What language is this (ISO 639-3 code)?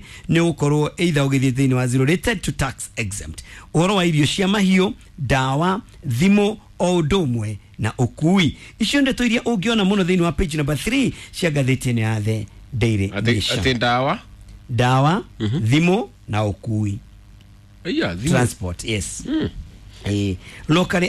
kik